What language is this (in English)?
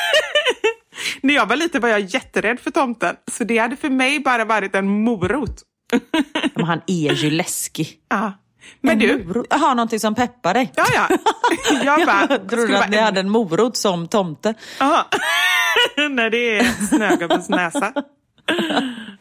Swedish